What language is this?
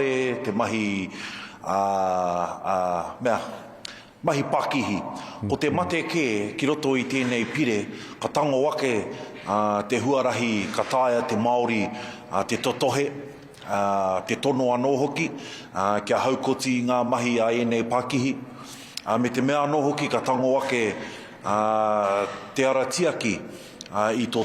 Māori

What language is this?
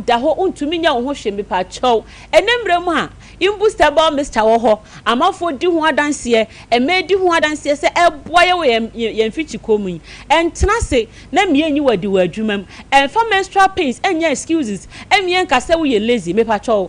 Akan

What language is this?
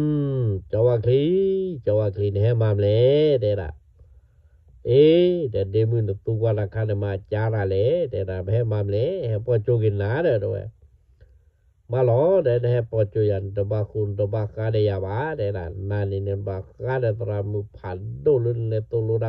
S'gaw Karen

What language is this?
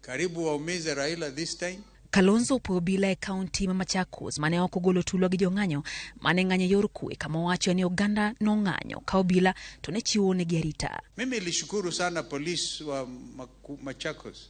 Luo (Kenya and Tanzania)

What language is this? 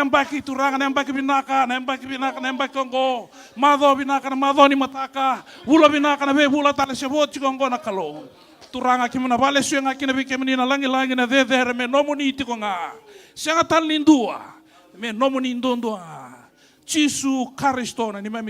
Fijian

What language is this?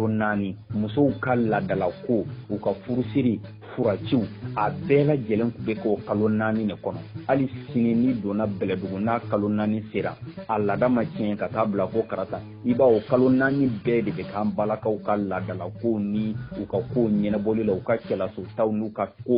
Bambara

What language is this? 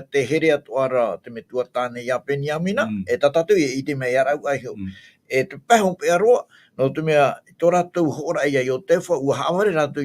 Tahitian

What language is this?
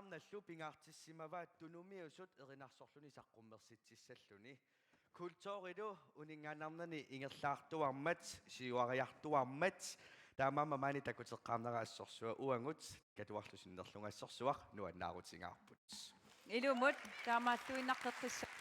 Kalaallisut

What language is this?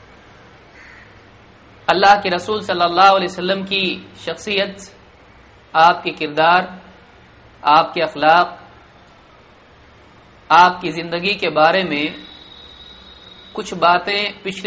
Urdu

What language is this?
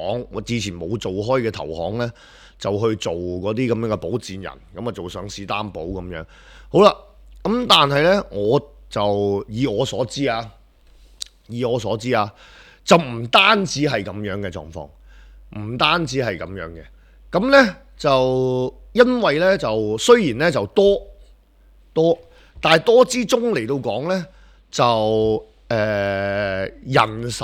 Cantonese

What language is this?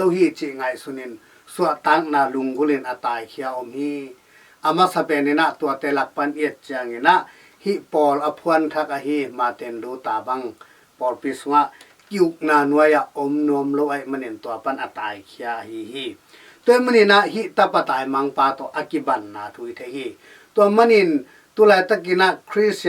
Tedim Chin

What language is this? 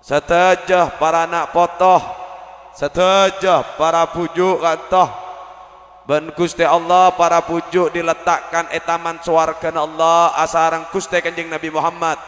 Madurese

